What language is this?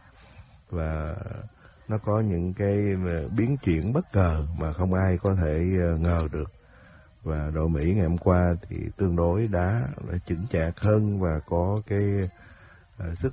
Vietnamese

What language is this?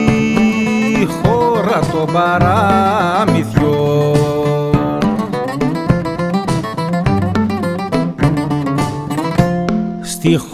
Greek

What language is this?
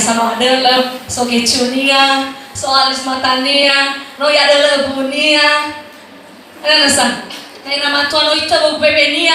Nias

